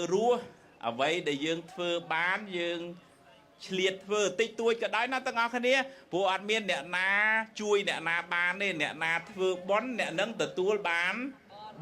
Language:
Khmer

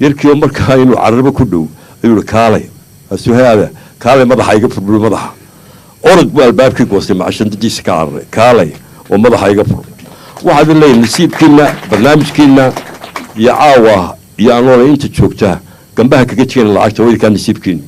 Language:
Somali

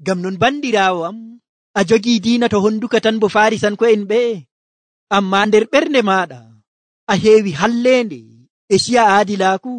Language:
Nigerian Fulfulde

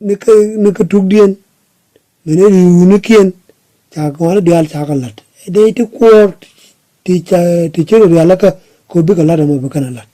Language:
Nuer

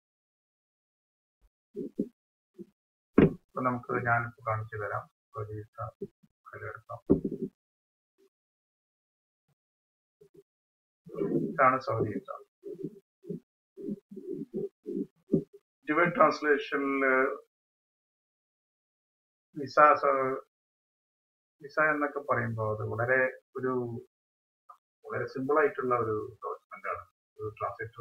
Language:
Malayalam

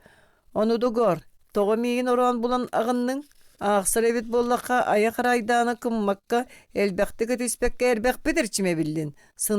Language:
Yakut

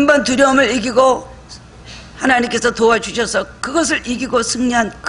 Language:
Korean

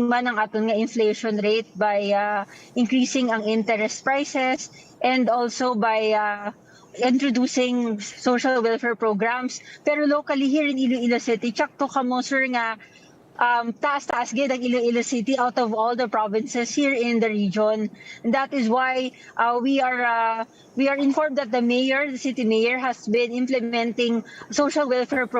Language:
Hiligaynon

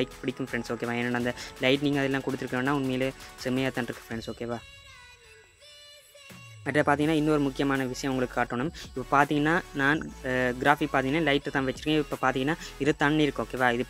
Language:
Tamil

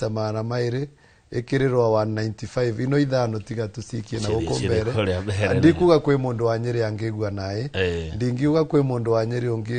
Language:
Kikuyu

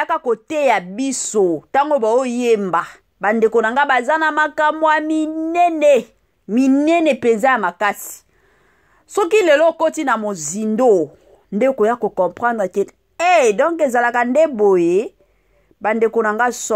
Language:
Lingala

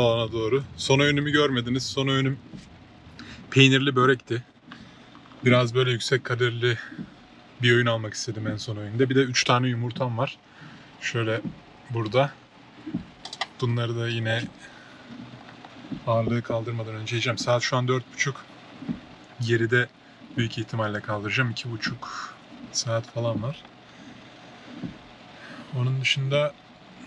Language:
Turkish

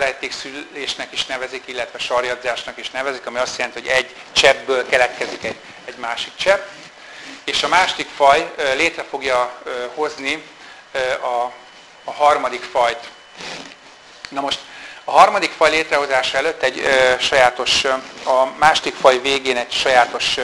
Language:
Hungarian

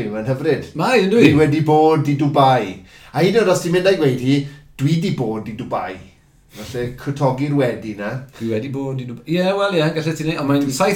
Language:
Welsh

